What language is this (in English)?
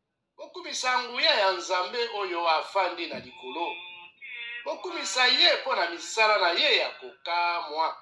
Lingala